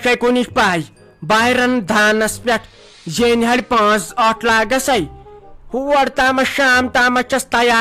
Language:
Kashmiri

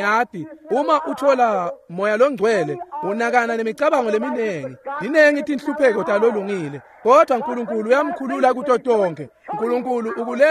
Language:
Swati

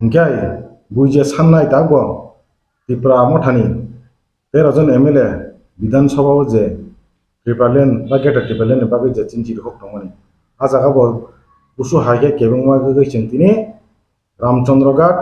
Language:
Kok Borok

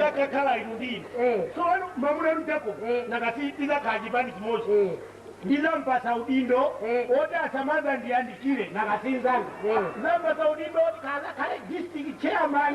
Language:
Nyanja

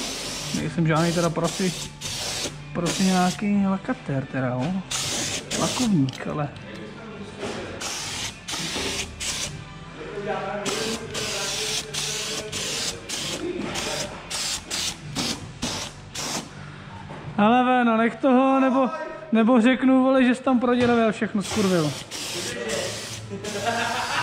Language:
Czech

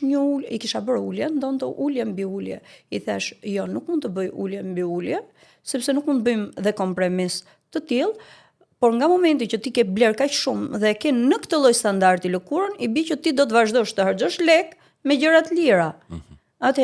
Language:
Albanian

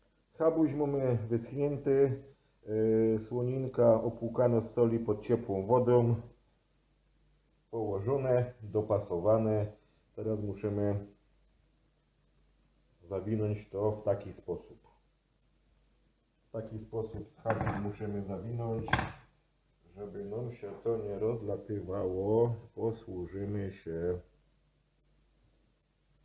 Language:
Polish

